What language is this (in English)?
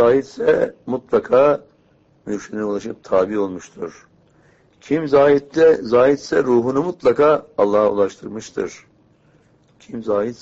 Turkish